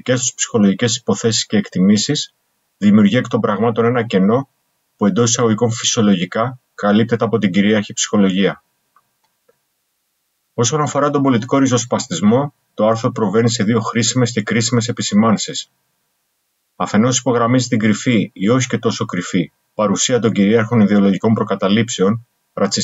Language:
Greek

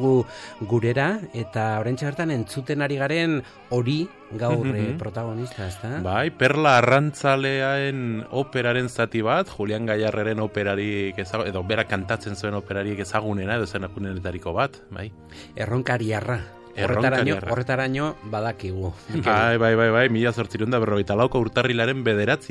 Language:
Basque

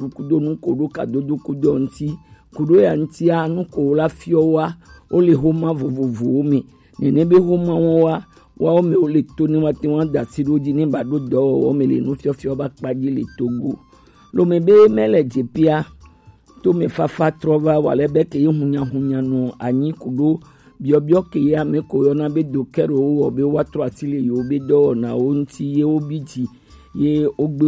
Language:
Gen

